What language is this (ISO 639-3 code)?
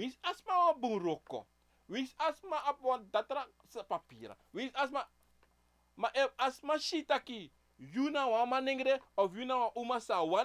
srn